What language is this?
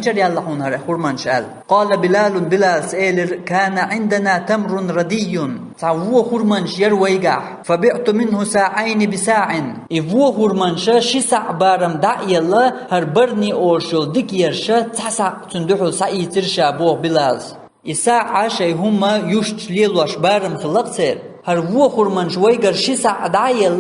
Chechen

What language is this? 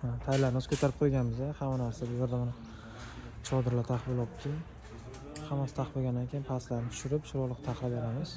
Uzbek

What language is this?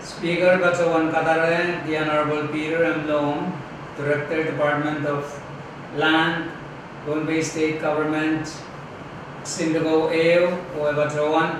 Pohnpeian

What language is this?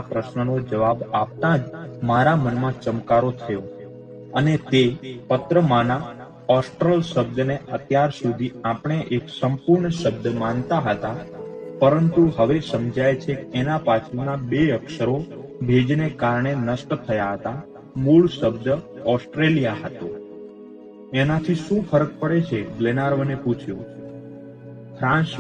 Gujarati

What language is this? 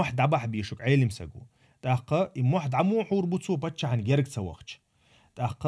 Chechen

